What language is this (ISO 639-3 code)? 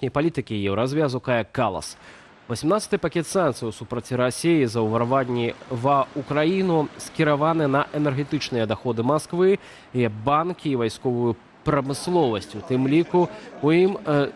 bel